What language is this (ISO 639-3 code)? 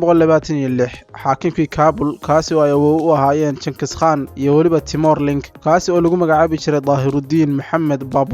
som